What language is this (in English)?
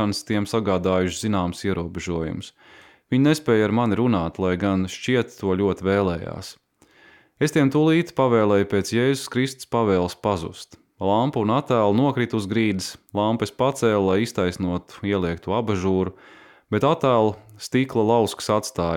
Latvian